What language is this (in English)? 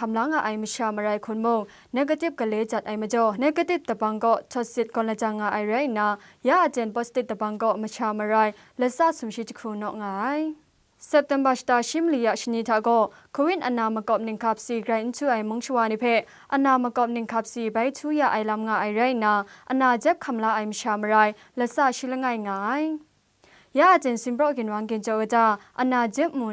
Kachin